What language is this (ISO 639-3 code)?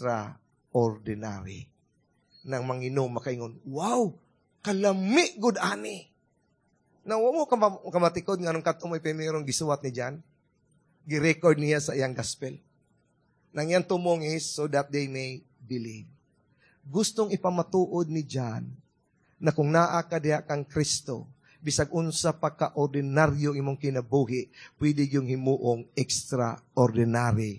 ceb